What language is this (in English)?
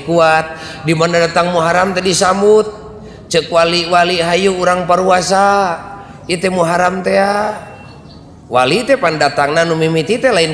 Sundanese